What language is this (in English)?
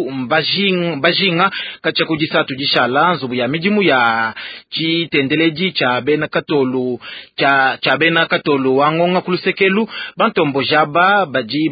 Luba-Lulua